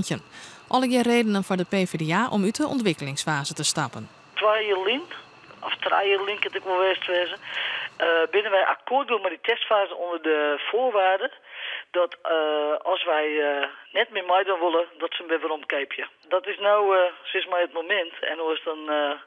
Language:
Western Frisian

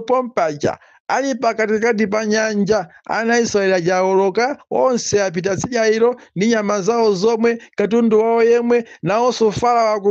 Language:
Nyanja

